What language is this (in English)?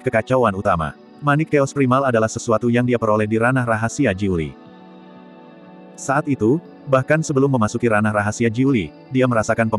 Indonesian